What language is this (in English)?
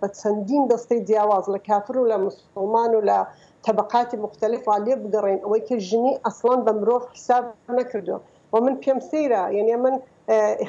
Central Kurdish